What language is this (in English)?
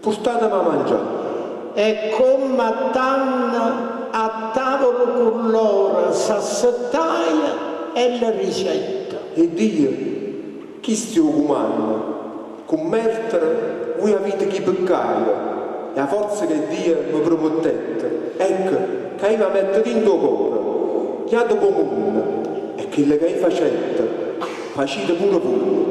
Neapolitan